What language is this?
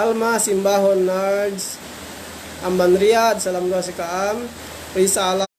Yakan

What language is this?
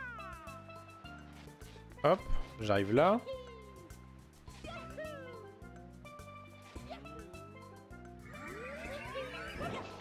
French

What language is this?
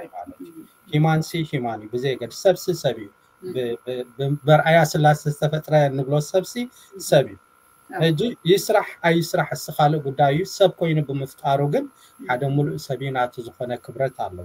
Tigrinya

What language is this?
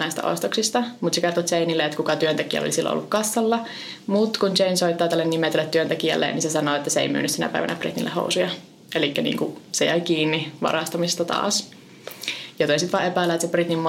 Finnish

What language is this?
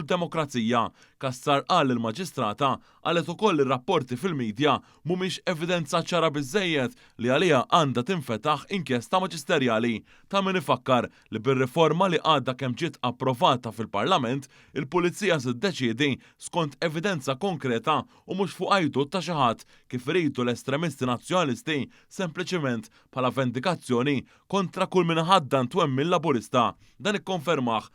Maltese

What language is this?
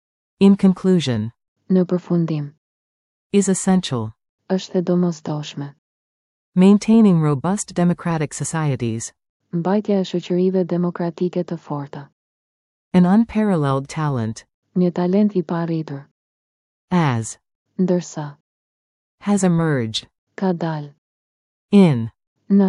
Albanian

